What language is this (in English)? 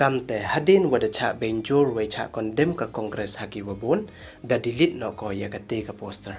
Pnar